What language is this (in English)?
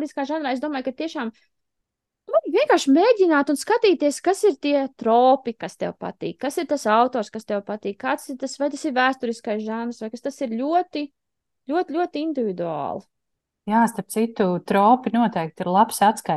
Latvian